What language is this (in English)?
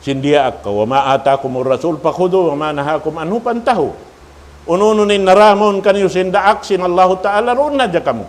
Tausug